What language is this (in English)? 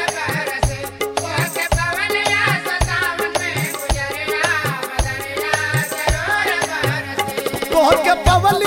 Bhojpuri